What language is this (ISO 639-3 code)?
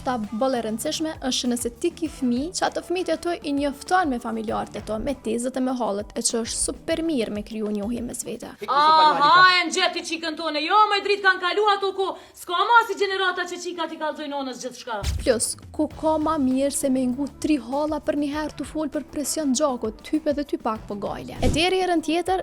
sqi